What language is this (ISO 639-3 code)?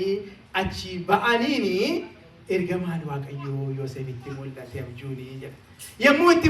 orm